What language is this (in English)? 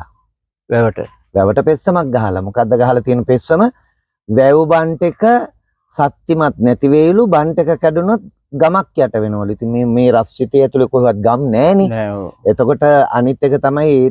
Sinhala